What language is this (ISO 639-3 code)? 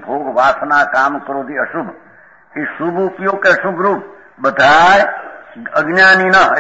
guj